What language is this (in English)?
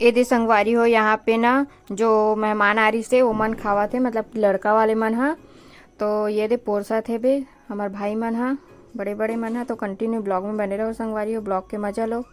Chhattisgarhi